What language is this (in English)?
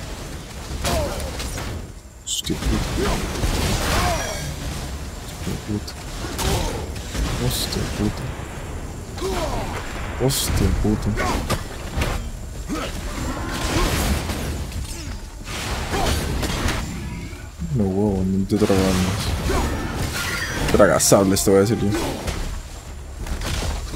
Spanish